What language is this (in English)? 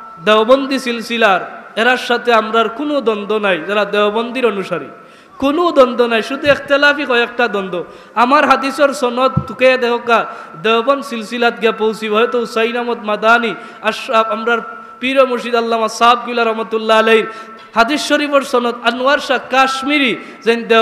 Sylheti